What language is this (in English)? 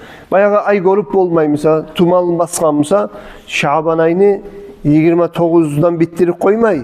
Kumyk